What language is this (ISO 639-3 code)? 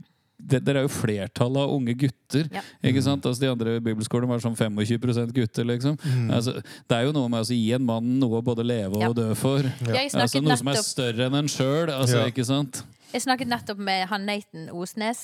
nor